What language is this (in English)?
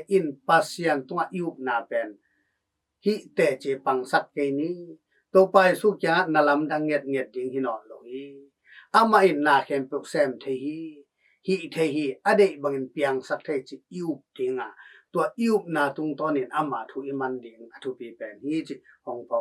Tedim Chin